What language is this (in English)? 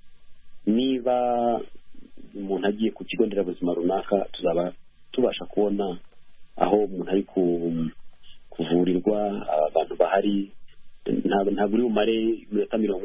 Kinyarwanda